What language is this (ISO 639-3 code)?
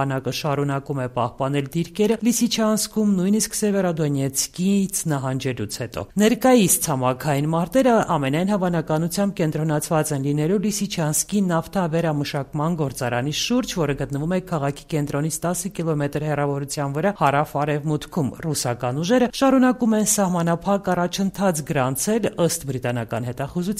hye